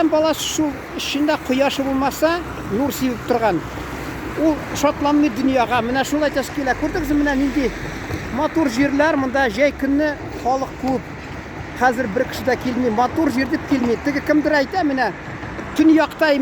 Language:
Tatar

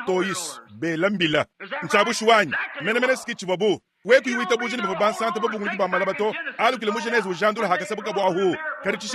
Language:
Luba-Lulua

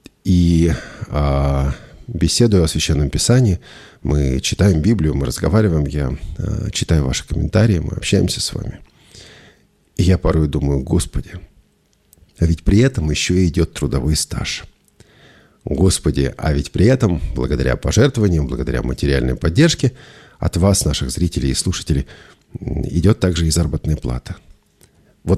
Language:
Russian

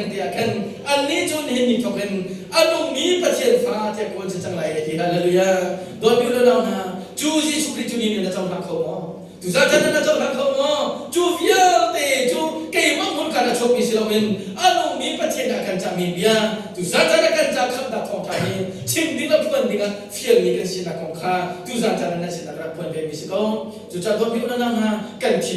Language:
Hakha Chin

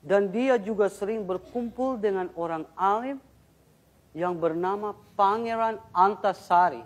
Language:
Banjar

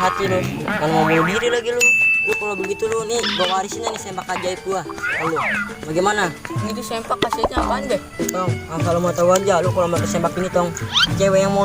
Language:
Betawi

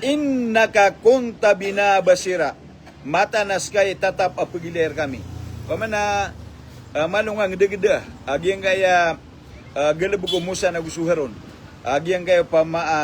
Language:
Maranao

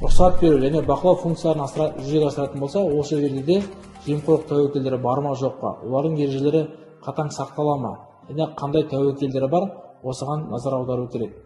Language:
Kazakh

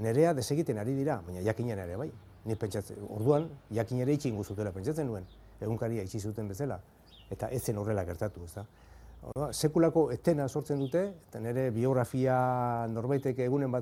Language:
Basque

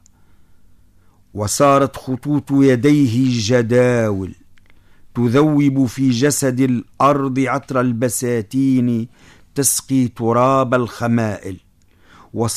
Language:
Tunisian Arabic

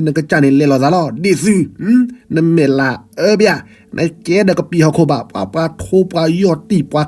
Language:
S'gaw Karen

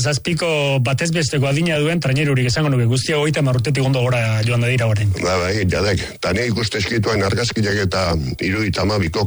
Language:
Basque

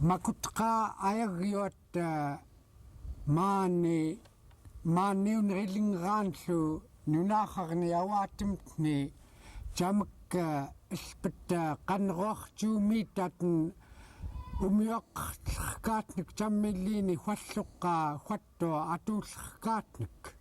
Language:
Central Yupik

